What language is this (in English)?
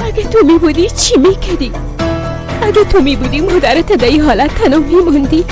Persian